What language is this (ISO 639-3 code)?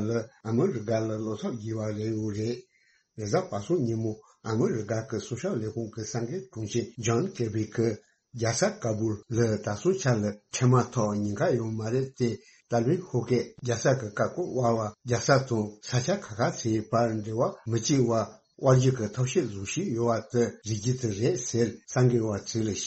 bod